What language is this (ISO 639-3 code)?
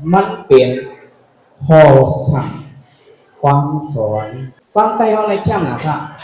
shn